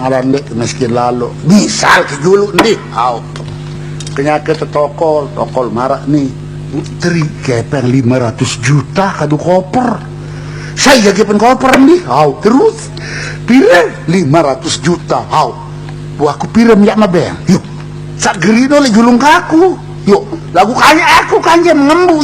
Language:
Sasak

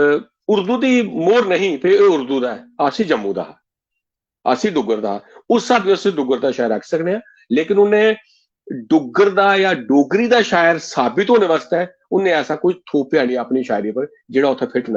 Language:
Dogri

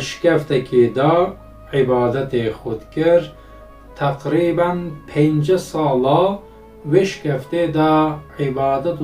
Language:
Kurdish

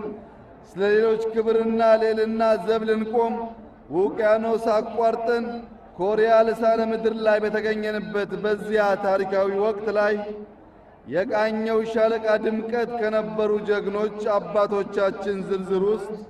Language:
Amharic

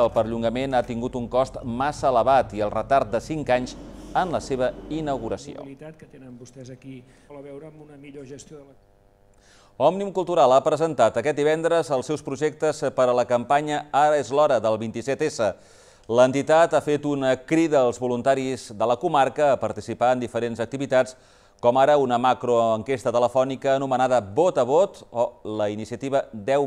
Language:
Catalan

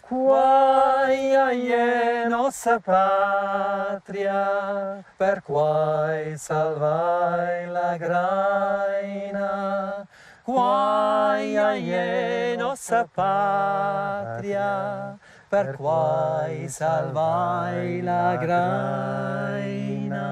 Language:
Romansh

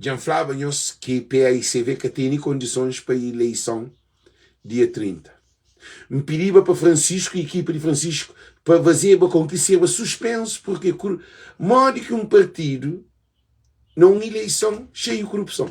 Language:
Kabuverdianu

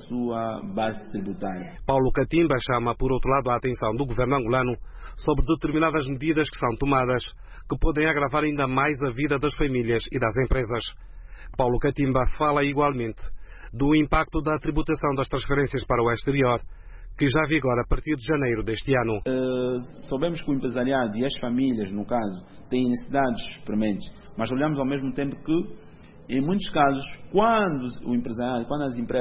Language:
Portuguese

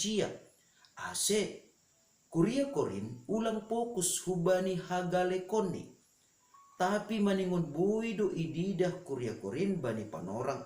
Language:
Batak Simalungun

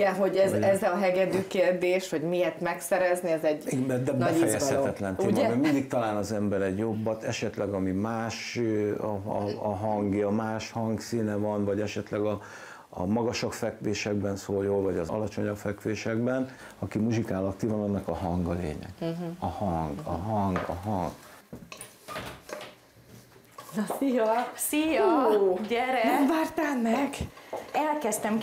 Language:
Hungarian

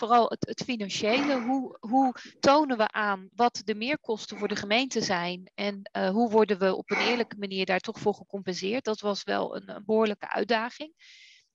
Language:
Dutch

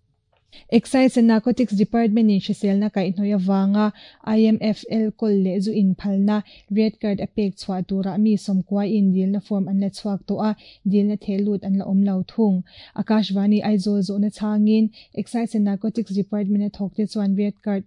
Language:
Mizo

